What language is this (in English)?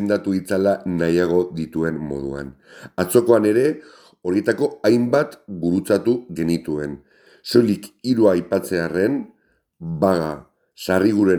Basque